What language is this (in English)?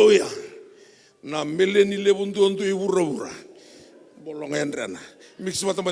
Fijian